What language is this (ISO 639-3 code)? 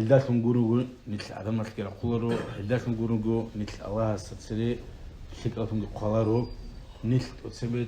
ava